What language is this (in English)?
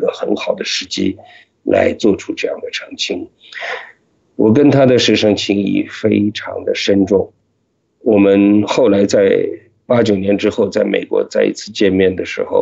Chinese